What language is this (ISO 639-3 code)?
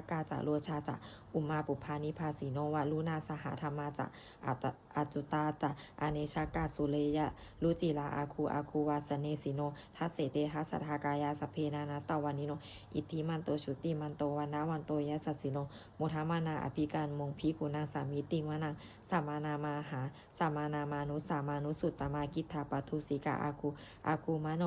pli